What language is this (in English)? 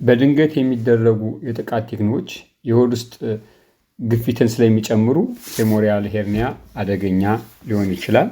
Amharic